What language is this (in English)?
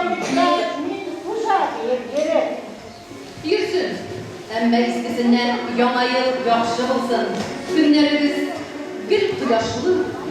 Bashkir